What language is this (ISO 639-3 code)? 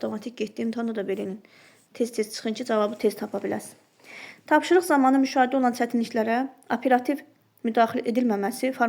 aze